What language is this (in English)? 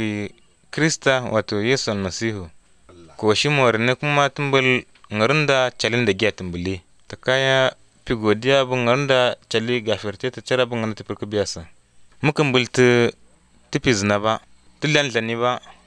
Azerbaijani